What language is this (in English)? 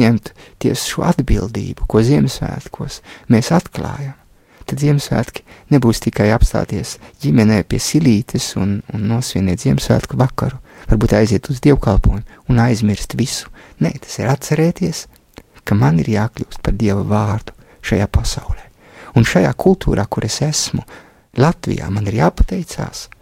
Latvian